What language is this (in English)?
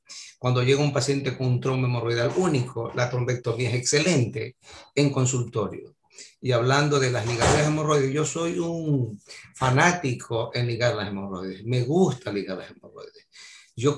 Spanish